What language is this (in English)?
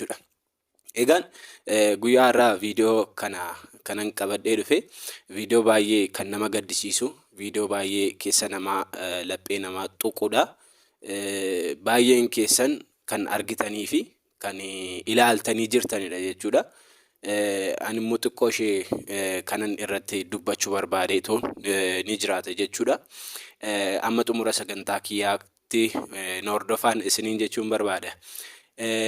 Oromo